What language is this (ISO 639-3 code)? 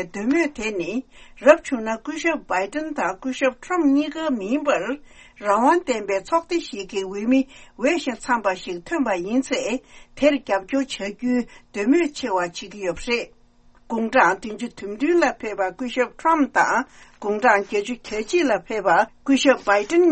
bod